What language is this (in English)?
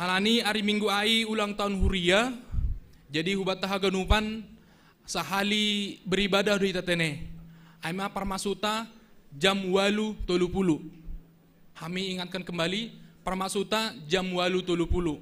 Batak Simalungun